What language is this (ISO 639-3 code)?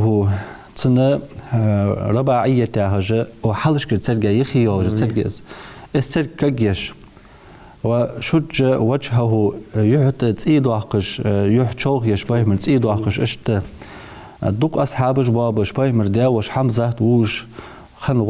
inh